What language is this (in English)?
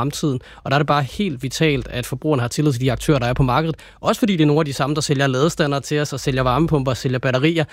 Danish